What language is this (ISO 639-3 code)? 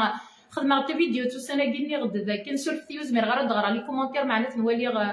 kab